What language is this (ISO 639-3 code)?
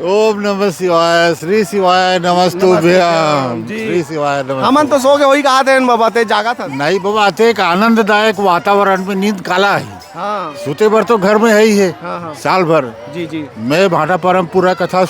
hne